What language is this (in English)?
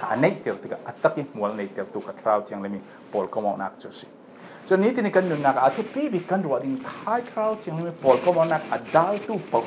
Falam Chin